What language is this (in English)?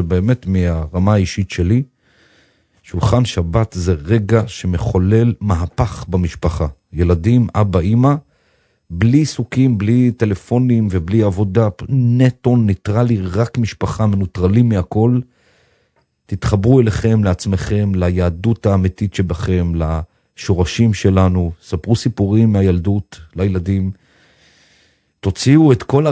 Hebrew